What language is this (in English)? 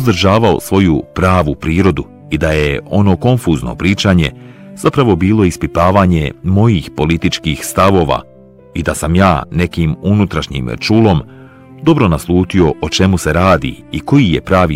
Bosnian